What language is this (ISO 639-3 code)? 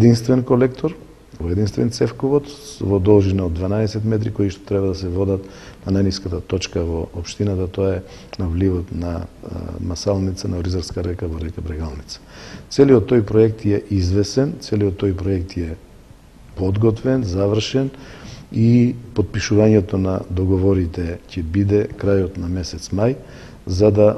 mkd